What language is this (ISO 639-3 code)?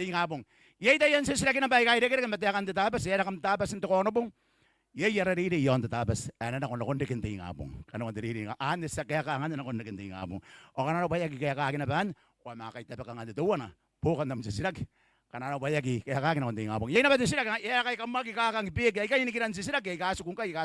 gil